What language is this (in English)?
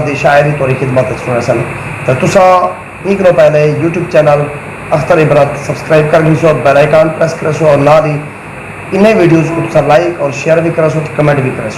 Saraiki